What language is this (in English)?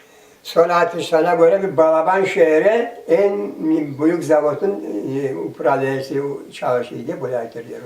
Crimean Tatar